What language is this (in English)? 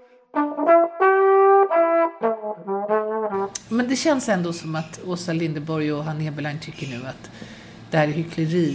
Swedish